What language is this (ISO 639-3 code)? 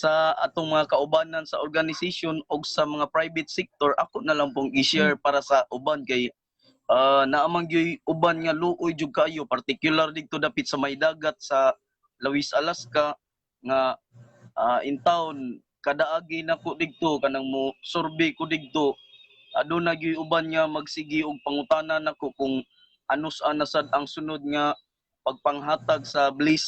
ceb